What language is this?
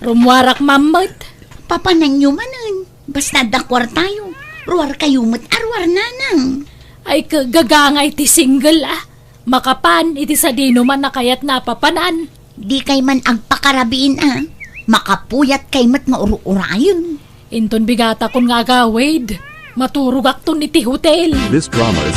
Iloko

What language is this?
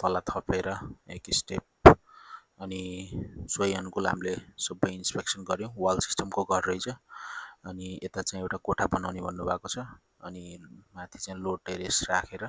Nepali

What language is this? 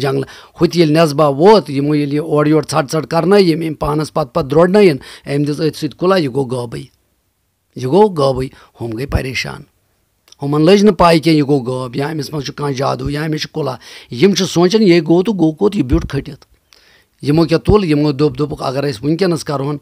Kashmiri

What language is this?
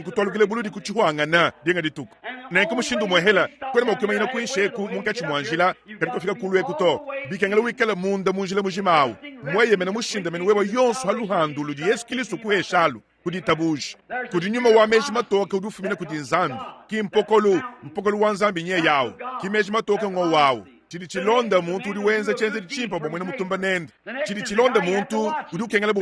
Luba-Lulua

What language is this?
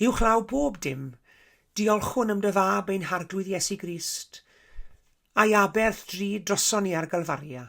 Welsh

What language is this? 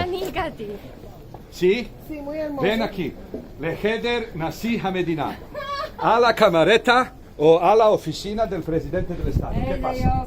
Ladino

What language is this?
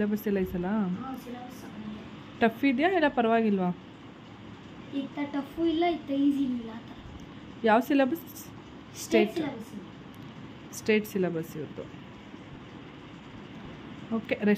Kannada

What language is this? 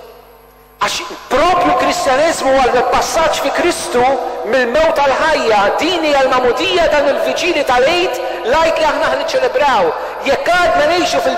Maltese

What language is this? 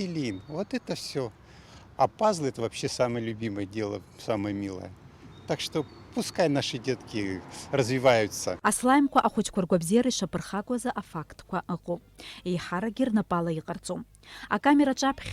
Abkhazian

